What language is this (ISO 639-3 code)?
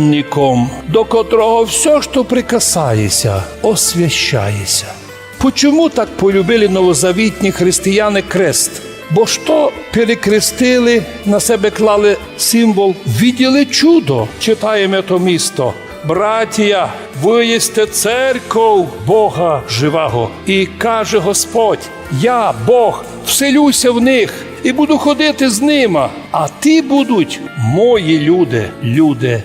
rue